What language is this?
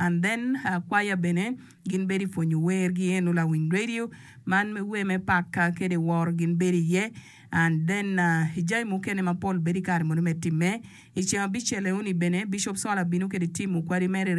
Acoli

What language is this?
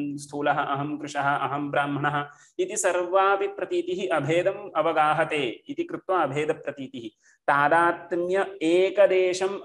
Sanskrit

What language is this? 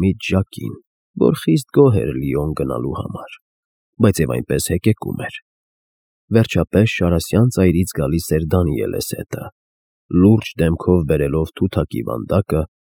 Armenian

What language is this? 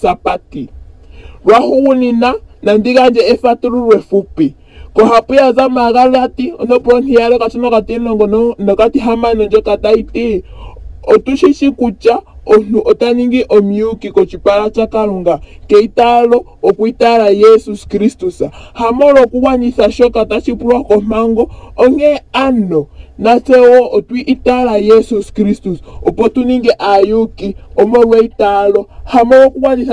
Ndonga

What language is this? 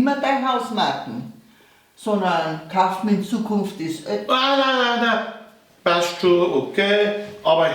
Bavarian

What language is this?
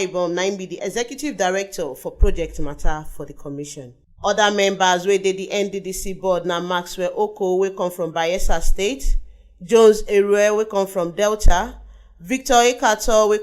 Nigerian Pidgin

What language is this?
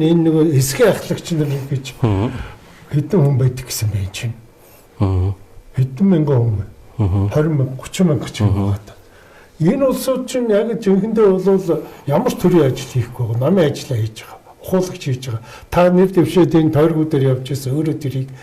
Mongolian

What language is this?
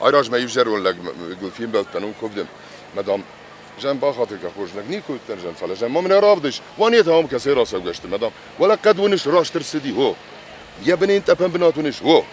Ossetic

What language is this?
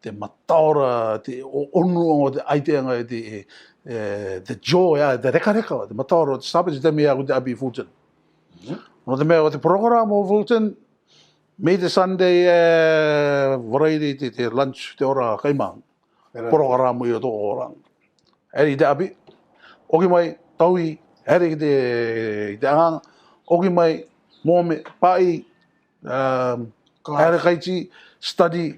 Rarotongan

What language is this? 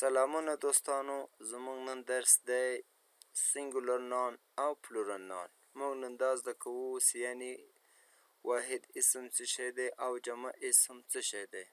Pashto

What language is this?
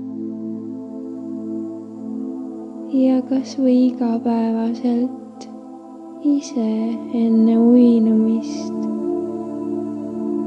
Estonian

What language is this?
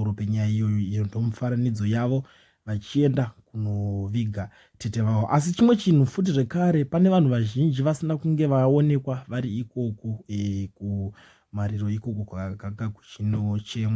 Shona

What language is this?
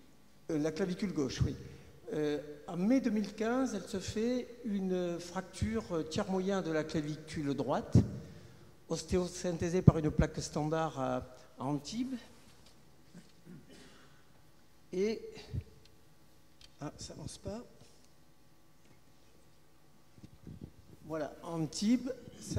French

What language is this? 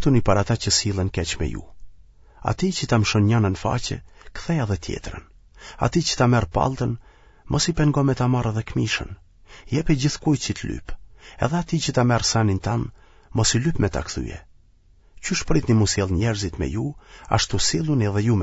Albanian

